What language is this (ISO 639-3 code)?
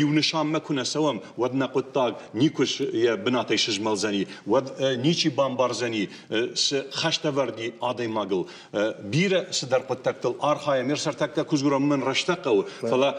oss